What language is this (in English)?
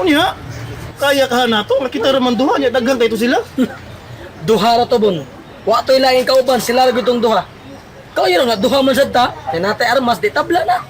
Cebuano